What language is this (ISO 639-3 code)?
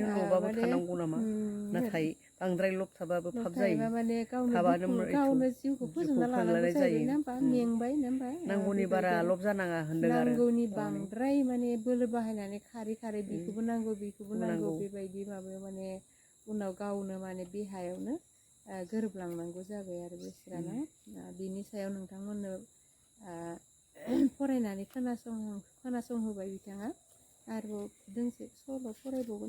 brx